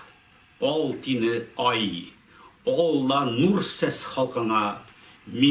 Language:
Bashkir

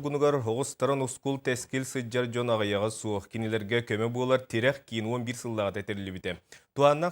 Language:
Yakut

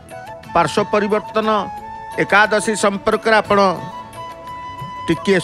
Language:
Odia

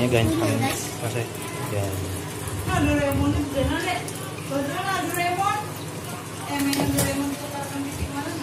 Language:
Banjar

